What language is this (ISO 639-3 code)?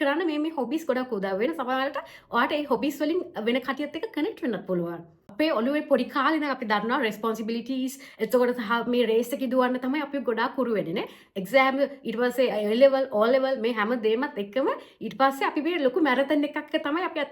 sin